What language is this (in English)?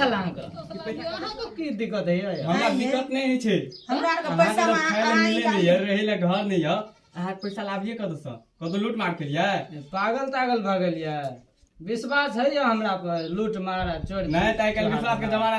Maithili